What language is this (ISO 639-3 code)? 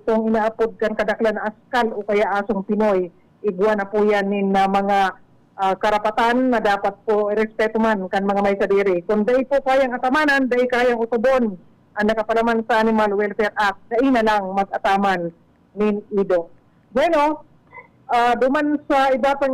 bik